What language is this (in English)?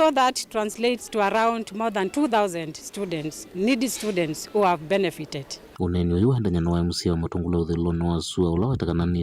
Kamba